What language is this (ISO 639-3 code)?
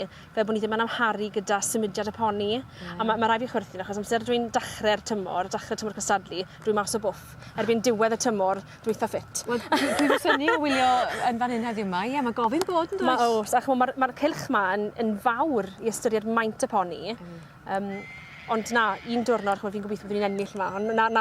cym